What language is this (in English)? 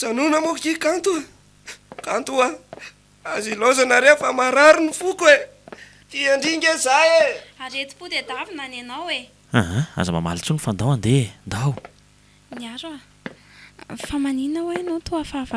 Malagasy